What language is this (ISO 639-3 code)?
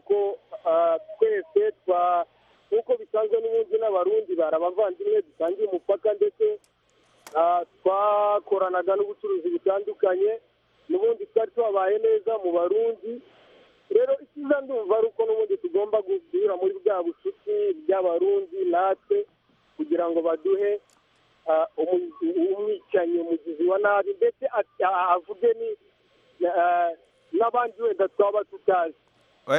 kin